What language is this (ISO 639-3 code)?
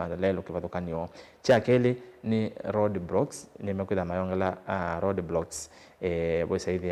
kam